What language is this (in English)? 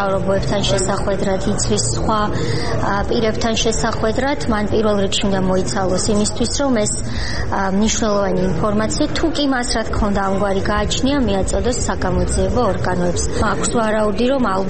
Georgian